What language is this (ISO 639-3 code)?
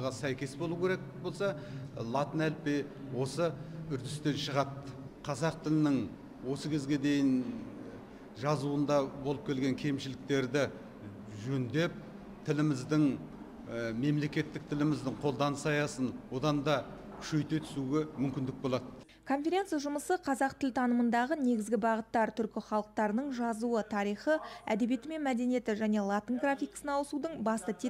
kaz